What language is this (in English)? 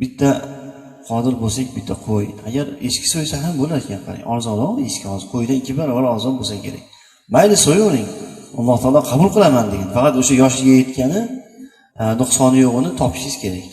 Uzbek